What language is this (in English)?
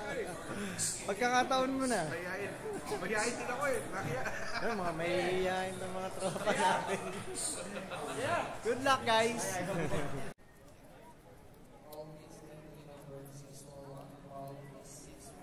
Filipino